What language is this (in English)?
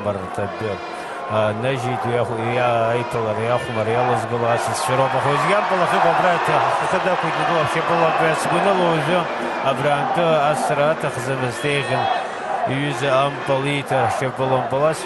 Abkhazian